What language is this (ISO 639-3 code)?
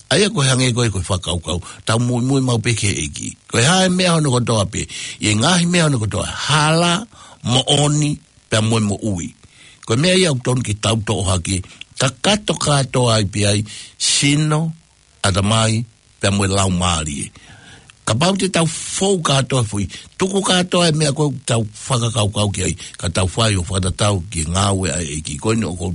ton